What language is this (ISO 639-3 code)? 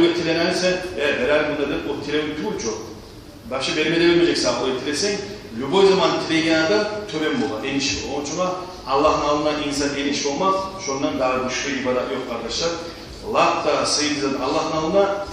kum